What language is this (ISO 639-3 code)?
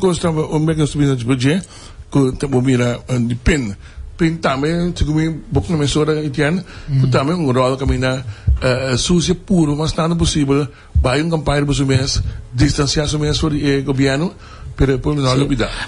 pap